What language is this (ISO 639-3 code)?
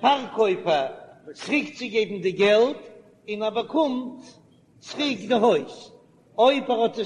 yid